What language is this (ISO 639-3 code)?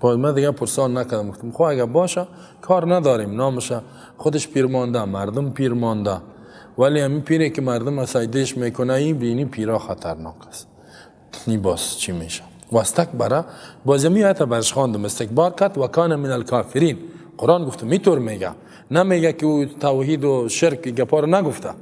tgk